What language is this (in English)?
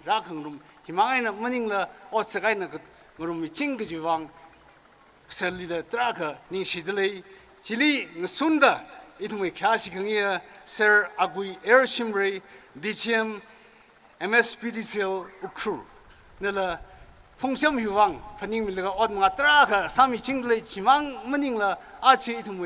Tangkhul Naga (India)